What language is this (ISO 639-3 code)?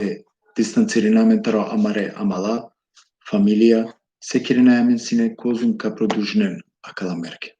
rmn